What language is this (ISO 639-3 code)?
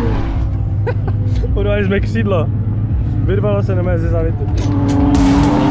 ces